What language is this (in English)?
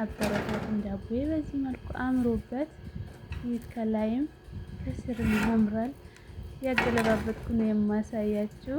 Amharic